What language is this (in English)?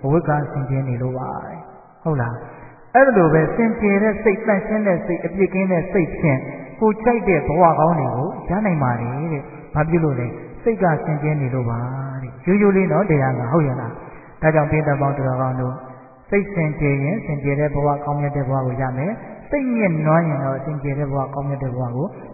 Burmese